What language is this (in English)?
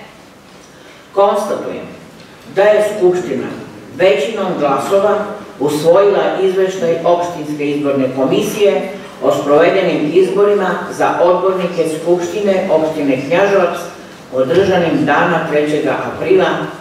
Serbian